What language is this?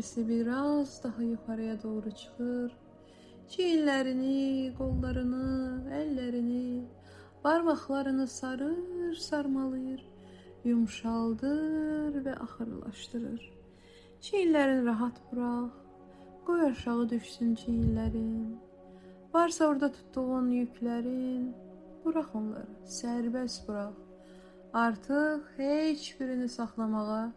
Azerbaijani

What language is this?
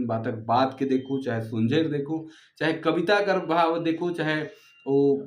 Sadri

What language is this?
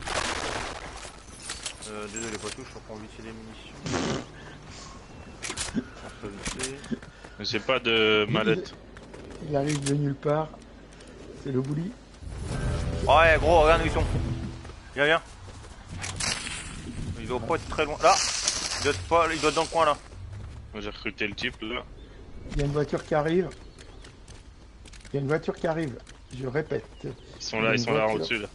French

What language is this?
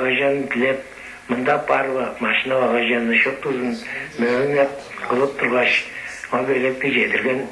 Tuvinian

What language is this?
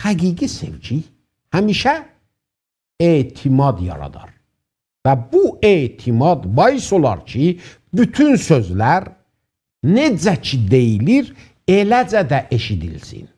South Azerbaijani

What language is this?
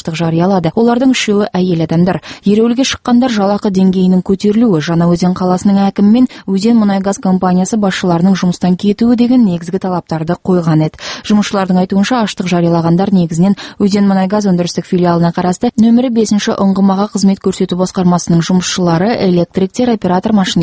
Kazakh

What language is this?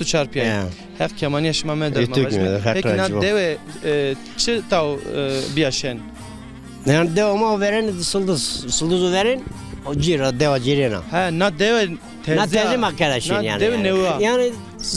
Zaza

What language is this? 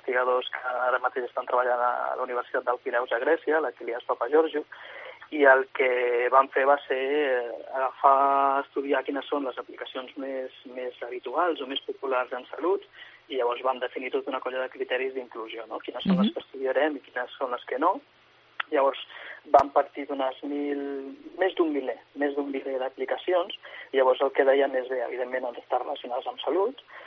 Catalan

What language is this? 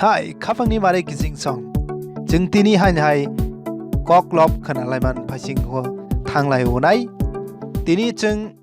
Kok Borok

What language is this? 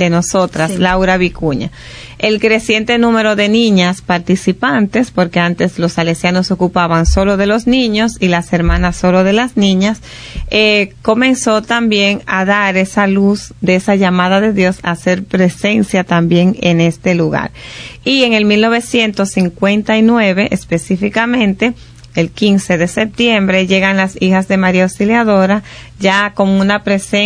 Spanish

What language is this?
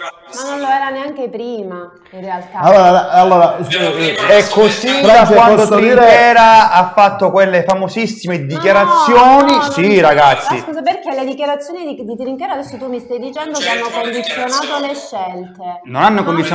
Italian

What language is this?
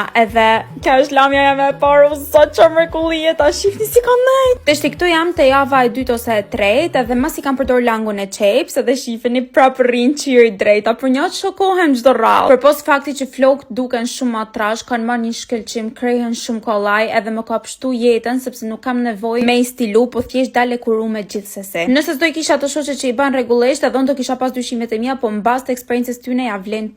Albanian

